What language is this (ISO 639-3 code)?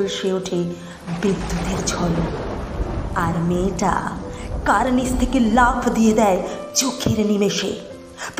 ben